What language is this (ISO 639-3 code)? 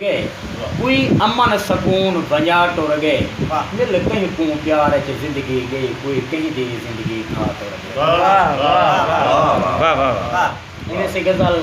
skr